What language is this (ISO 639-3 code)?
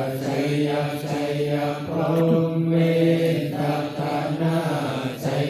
pli